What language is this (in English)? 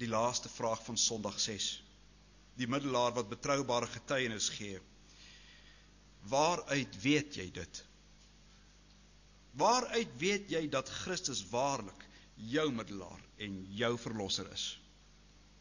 Afrikaans